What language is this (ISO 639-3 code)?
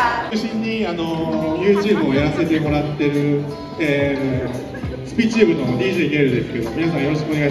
jpn